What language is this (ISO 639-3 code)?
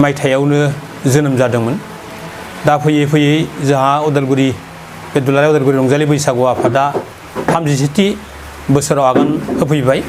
brx